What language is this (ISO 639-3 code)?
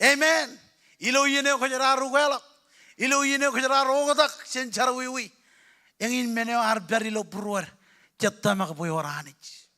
mah